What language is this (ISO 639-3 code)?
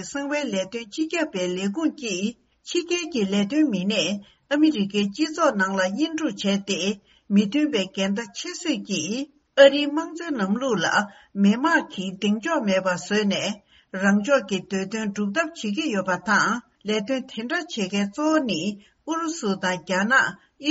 bod